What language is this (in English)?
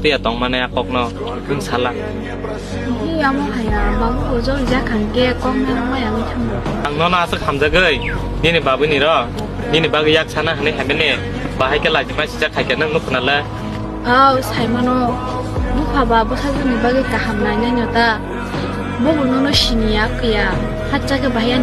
Kok Borok